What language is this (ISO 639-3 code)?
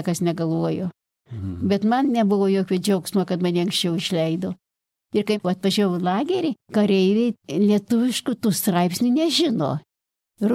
lit